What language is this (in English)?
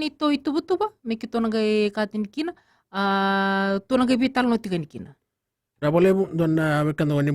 Fijian